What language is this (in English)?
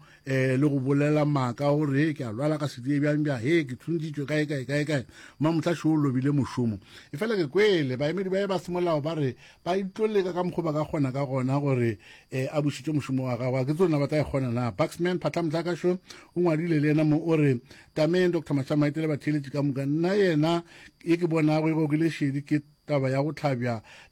Northern Sotho